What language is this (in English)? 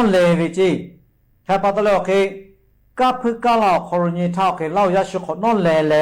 Lahu